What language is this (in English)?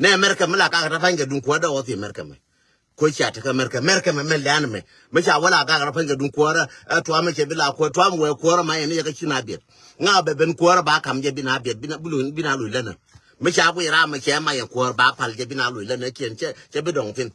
Nuer